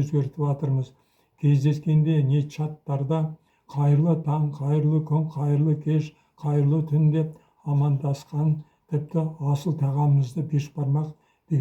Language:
Kazakh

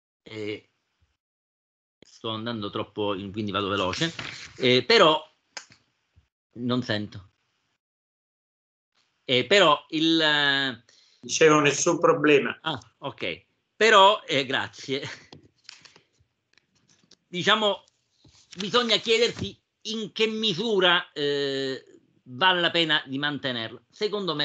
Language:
Italian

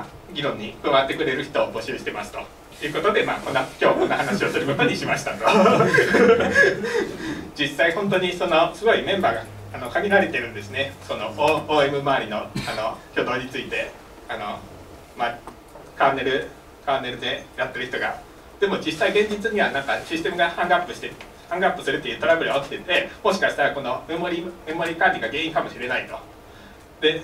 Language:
Japanese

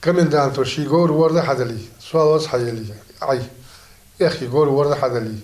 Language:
Ingush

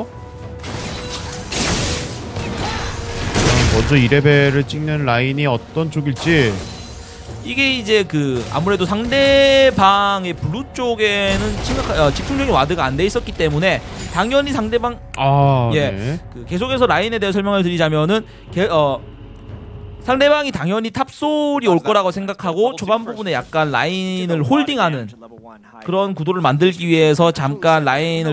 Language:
Korean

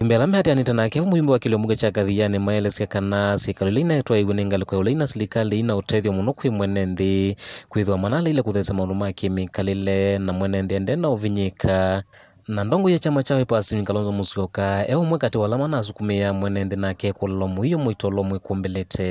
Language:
Kamba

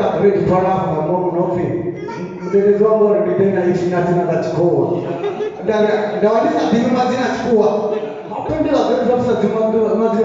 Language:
Venda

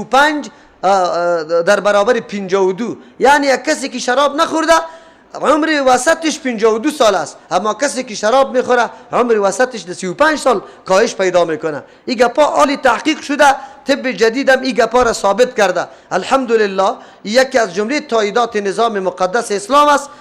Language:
Persian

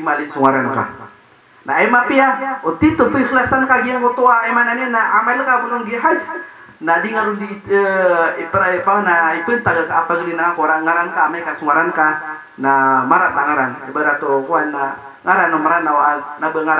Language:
Maranao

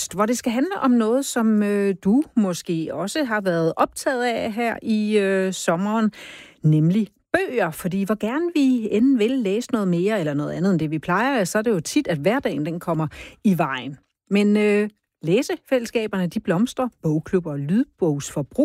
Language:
Danish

